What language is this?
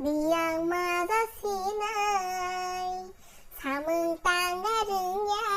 Kok Borok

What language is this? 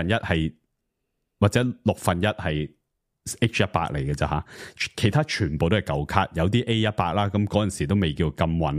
Cantonese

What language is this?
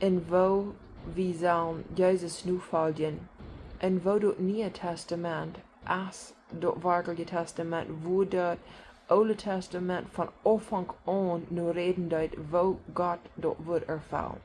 Plautdietsch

